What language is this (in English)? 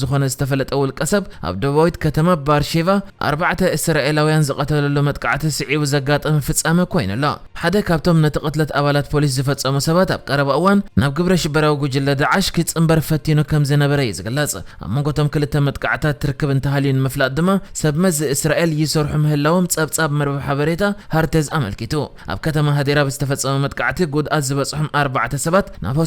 Tigrinya